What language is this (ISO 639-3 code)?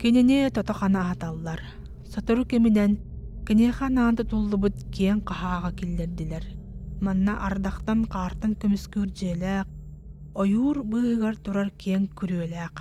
sah